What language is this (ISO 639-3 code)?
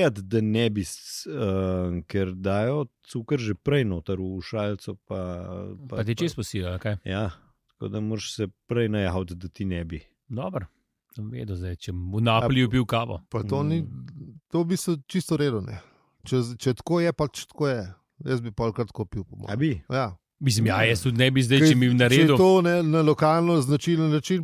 slv